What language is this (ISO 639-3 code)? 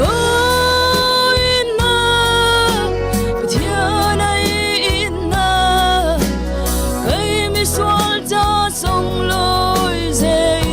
cfm